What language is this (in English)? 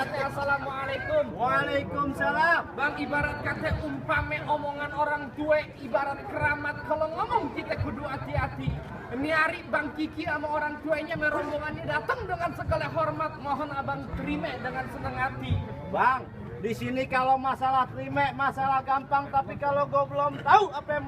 Betawi